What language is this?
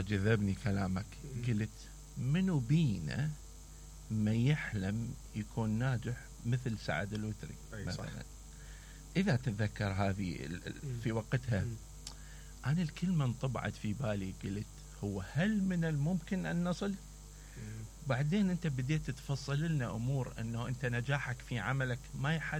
Mesopotamian Arabic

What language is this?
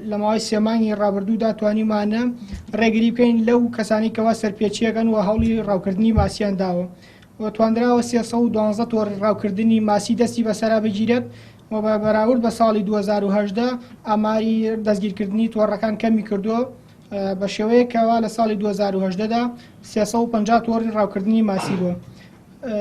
Central Kurdish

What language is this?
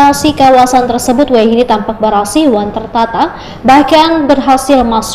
Banjar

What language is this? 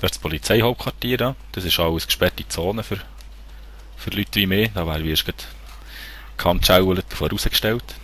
Swiss German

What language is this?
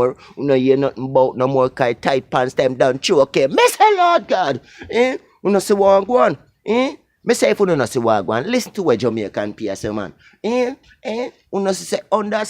Jamaican Creole English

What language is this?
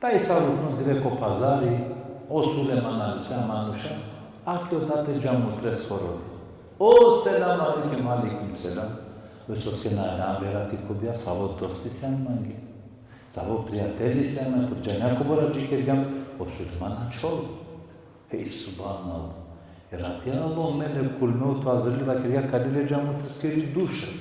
Balkan Romani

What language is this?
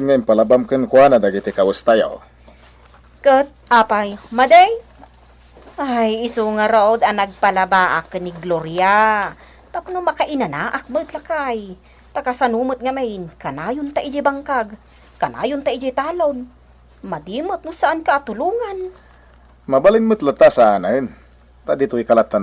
Iloko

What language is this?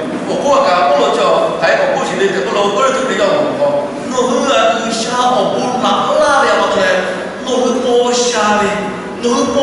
Lahu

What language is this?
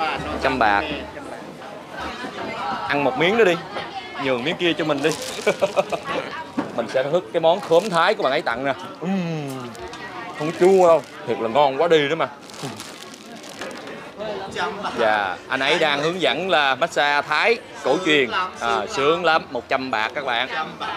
Vietnamese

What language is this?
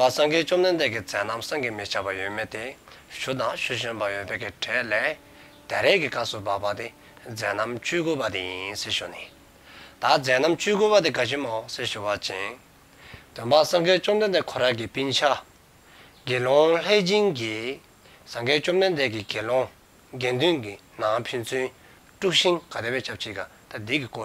Dzongkha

